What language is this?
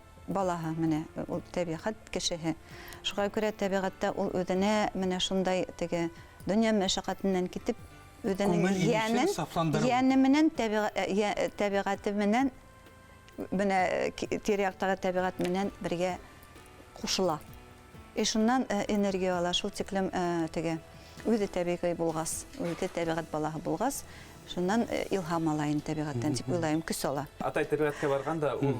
Bashkir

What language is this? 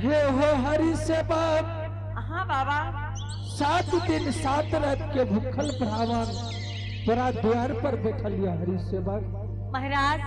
Angika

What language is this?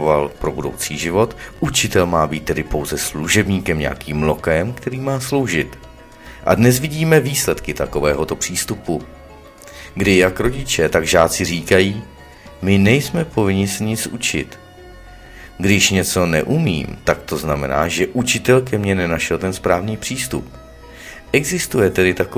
Czech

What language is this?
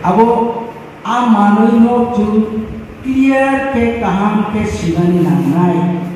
Riang (India)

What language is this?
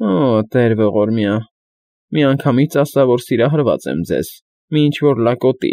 Armenian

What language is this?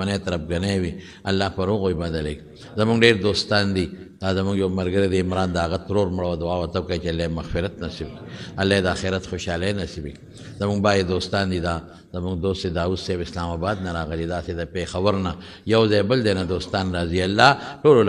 Pashto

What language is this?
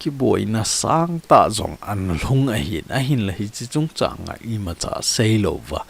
Thado Chin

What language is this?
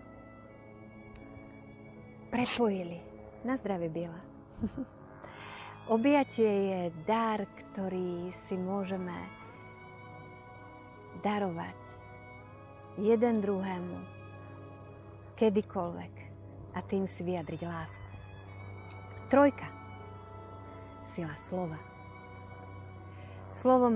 Slovak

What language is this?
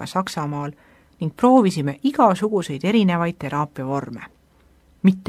Estonian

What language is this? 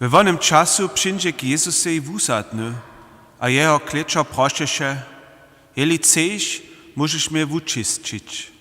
Upper Sorbian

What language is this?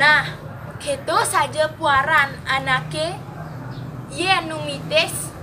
Balinese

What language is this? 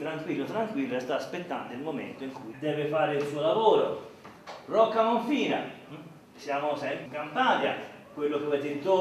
Italian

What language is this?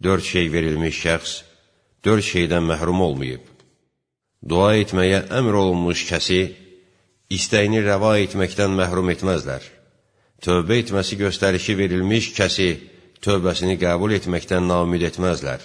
Azerbaijani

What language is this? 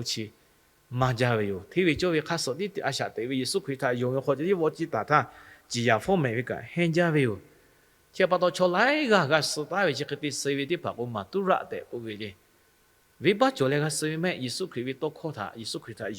Lahu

